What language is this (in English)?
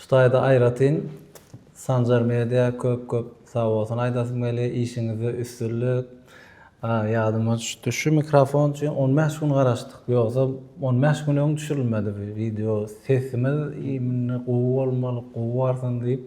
Turkmen